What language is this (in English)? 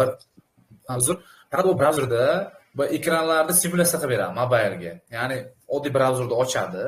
Uzbek